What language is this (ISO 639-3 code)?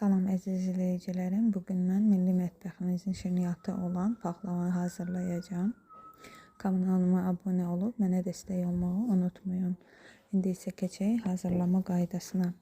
aze